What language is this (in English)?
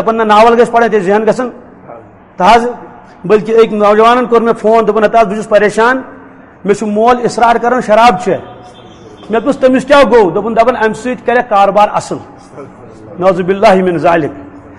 Kashmiri